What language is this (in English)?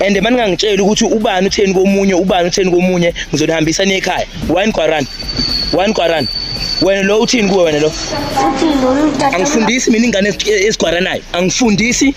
Zulu